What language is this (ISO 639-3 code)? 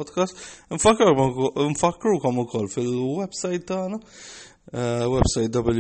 mlt